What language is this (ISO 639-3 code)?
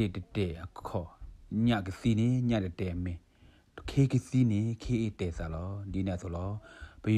ksw